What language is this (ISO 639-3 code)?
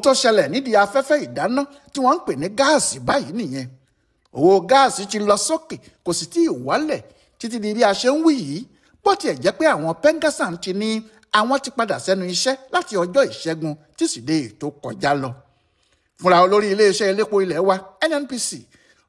yor